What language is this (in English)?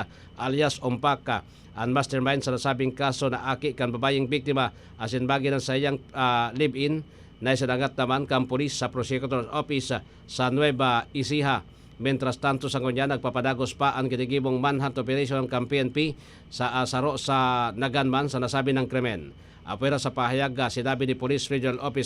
Bikol